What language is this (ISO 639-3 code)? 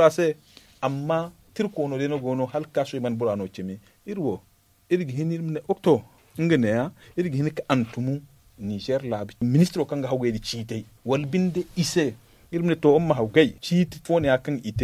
dje